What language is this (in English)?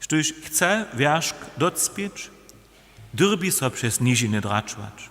Upper Sorbian